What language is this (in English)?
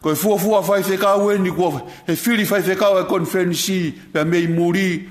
Tongan